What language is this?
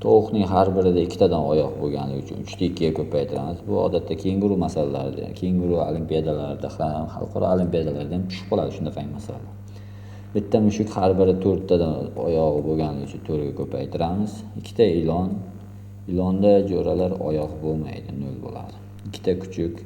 Uzbek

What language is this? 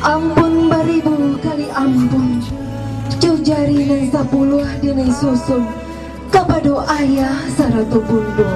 Minangkabau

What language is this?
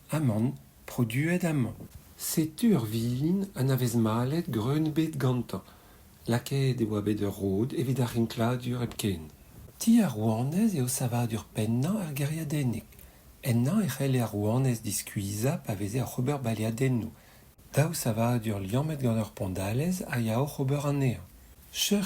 Breton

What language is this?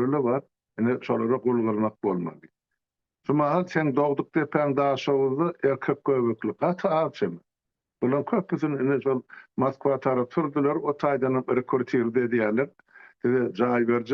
Turkmen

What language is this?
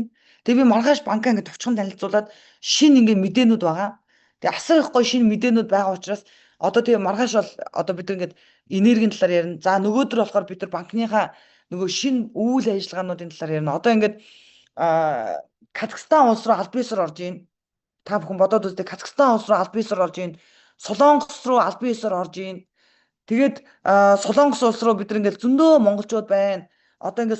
Mongolian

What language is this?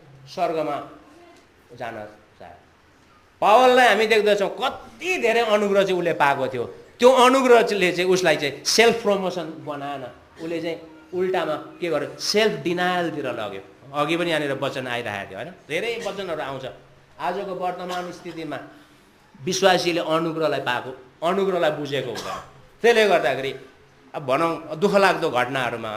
Nepali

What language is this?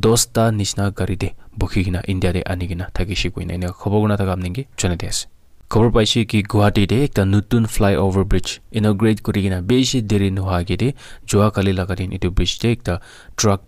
Naga Pidgin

